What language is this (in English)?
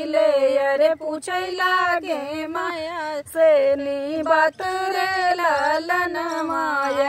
Bhojpuri